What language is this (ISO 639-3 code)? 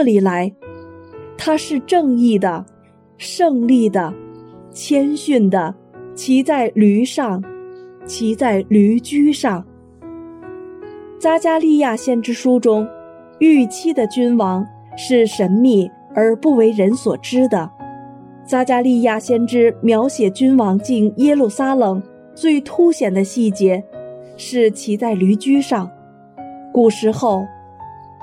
zho